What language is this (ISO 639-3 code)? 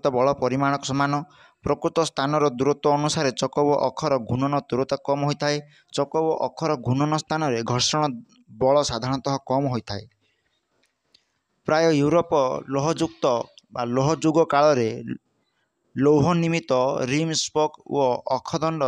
ori